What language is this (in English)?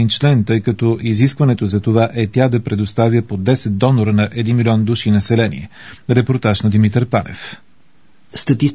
Bulgarian